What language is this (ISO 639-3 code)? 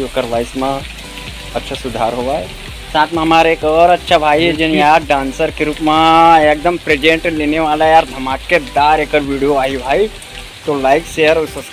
hne